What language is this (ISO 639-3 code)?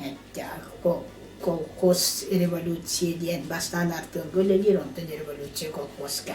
sah